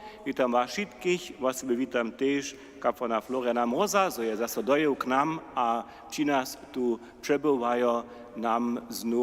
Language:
Upper Sorbian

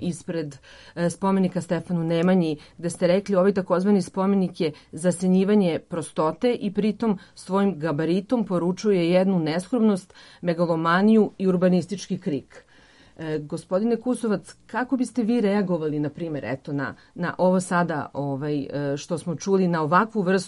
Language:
Serbian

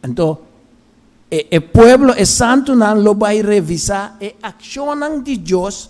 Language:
Papiamento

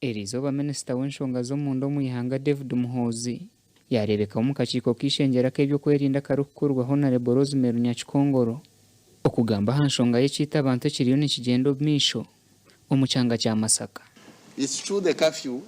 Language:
Nyankole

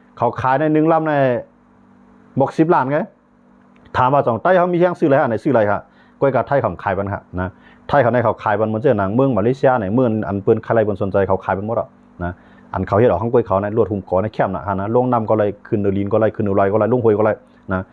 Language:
Shan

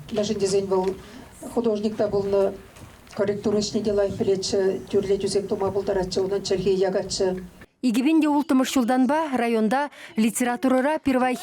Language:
Chuvash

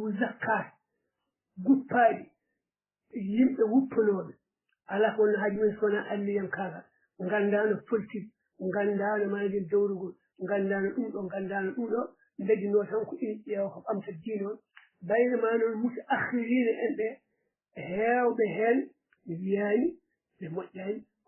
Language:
Fula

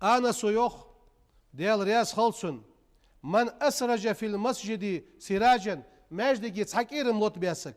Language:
Ingush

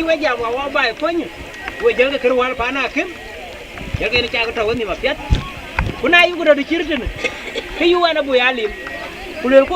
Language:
Dinka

